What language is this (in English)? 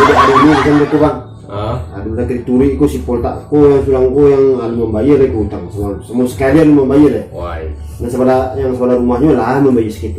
Minangkabau